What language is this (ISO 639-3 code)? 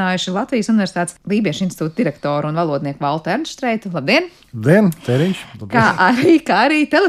lav